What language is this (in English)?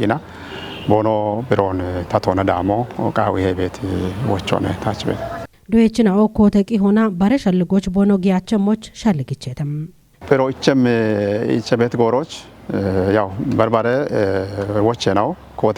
Kafa